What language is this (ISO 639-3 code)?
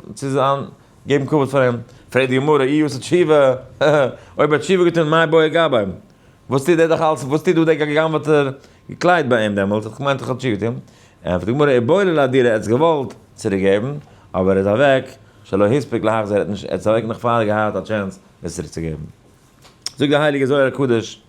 yid